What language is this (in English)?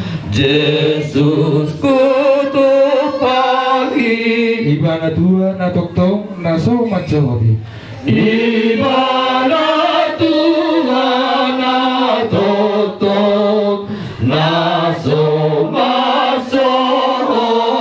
Batak Toba